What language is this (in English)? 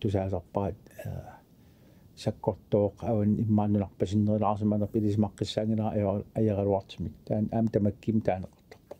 Kalaallisut